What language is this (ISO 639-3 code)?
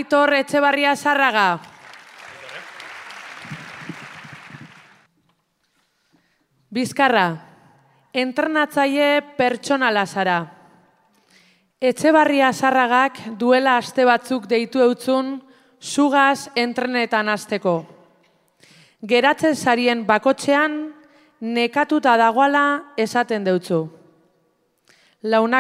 eus